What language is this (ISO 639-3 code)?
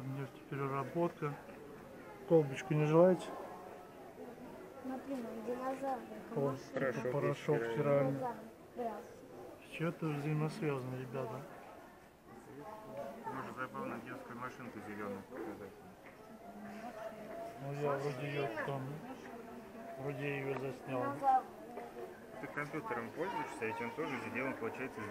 rus